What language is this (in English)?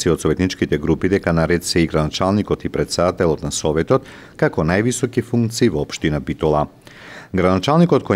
Macedonian